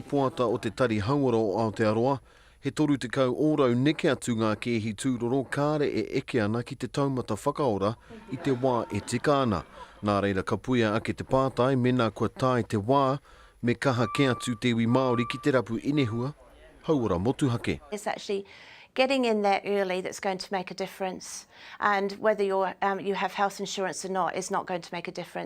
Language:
Māori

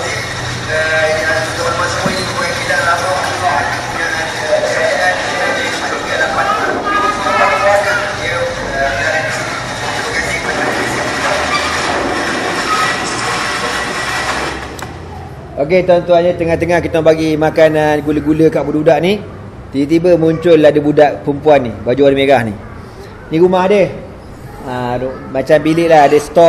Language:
Malay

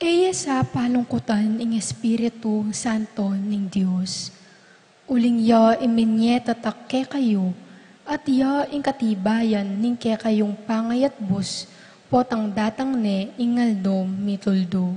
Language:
Pampanga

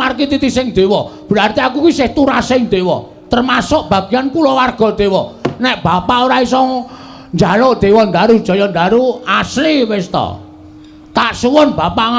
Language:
Javanese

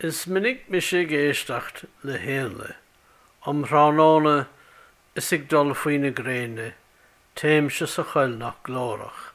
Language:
Irish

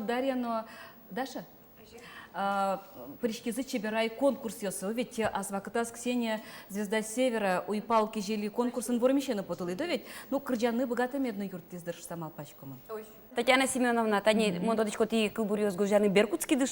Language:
Udmurt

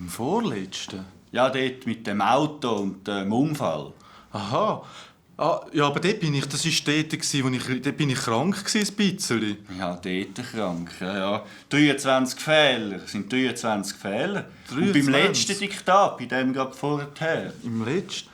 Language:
Swiss German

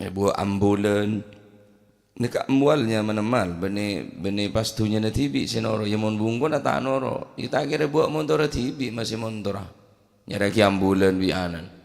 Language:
Madurese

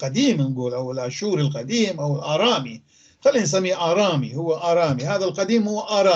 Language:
North Levantine Arabic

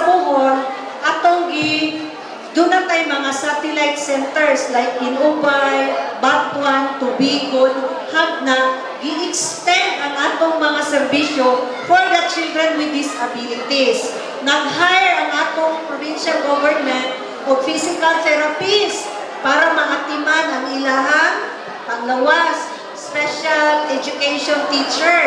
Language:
Cebuano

